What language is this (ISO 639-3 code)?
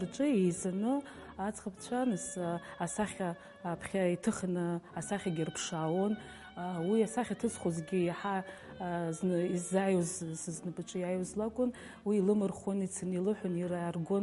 abk